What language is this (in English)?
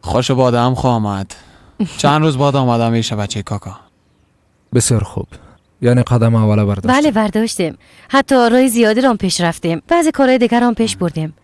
Persian